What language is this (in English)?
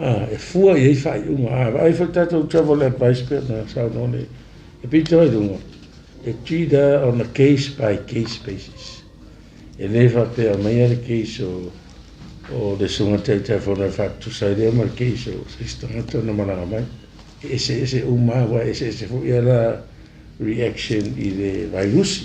Samoan